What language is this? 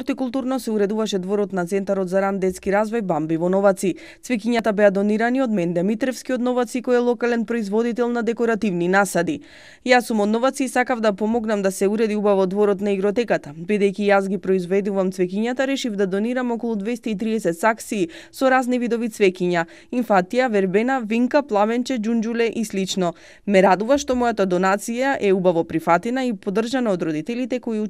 Macedonian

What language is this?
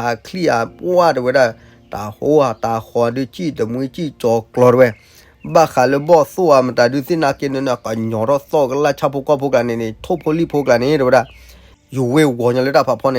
S'gaw Karen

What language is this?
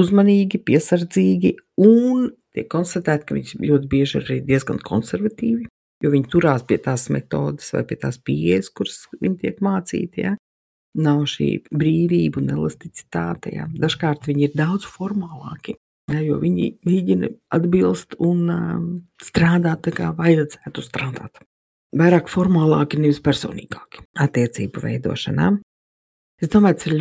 Latvian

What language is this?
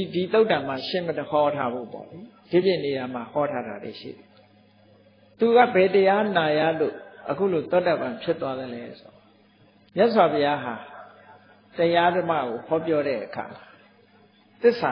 Burmese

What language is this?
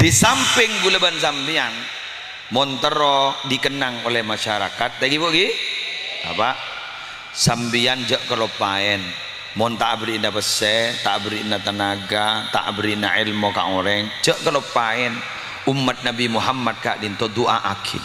Madurese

